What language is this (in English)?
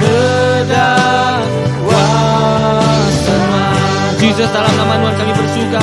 Iban